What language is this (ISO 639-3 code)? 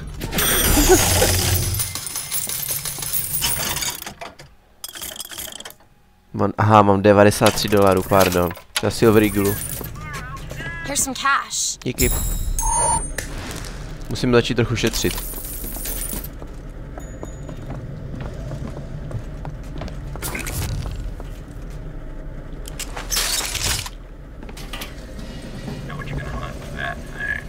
ces